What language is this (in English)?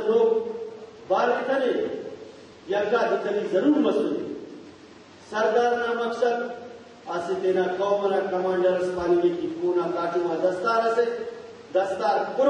Brahui